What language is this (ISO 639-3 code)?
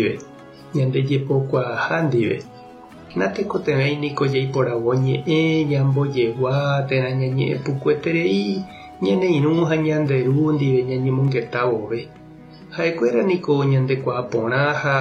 grn